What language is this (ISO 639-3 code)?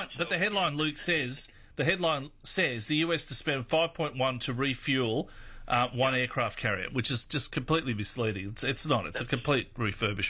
eng